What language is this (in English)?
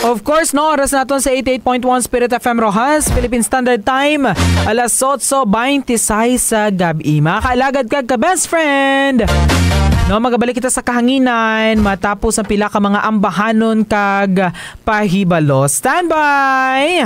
Hiligaynon